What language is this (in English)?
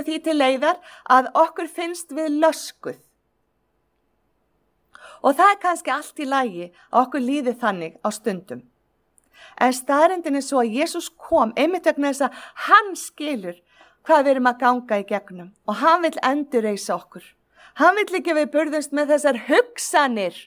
Icelandic